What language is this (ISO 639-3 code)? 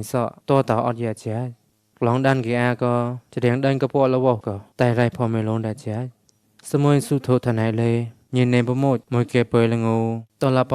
mnw